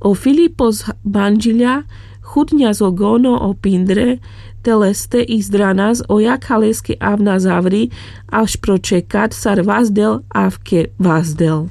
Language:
Carpathian Romani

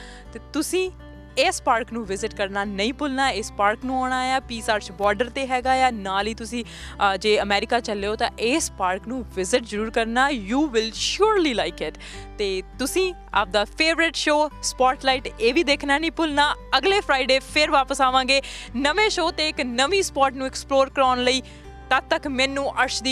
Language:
Punjabi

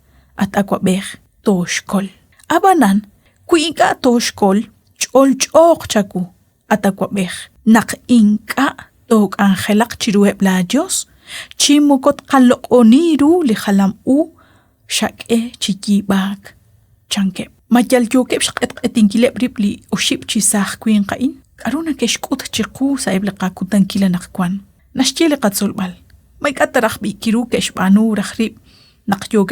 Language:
Kekchí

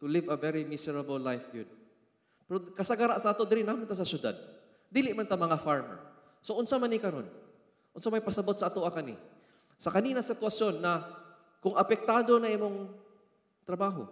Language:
Cebuano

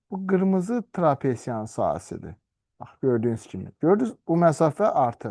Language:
Azerbaijani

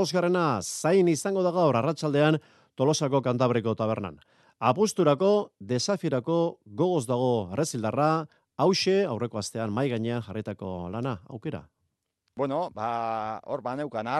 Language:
Basque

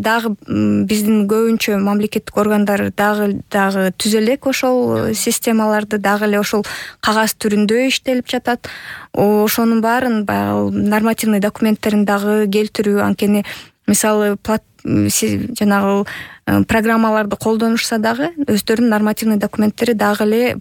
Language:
Kyrgyz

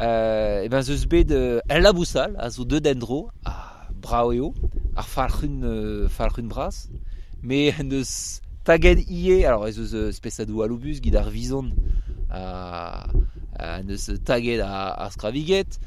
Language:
Breton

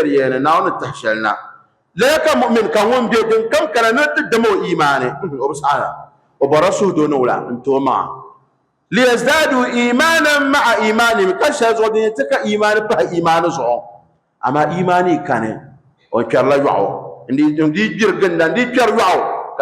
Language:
Dagbani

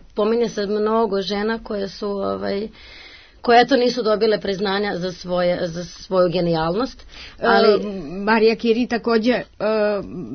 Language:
Serbian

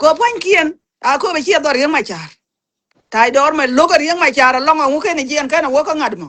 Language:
Nuer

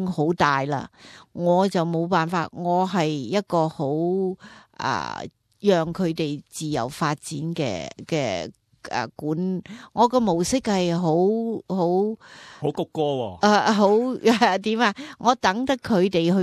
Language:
Cantonese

